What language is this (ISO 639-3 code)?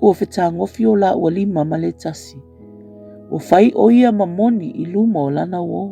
smo